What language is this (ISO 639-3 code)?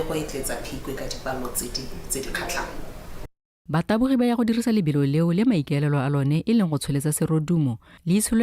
tsn